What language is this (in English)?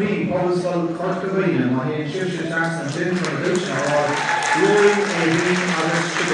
Irish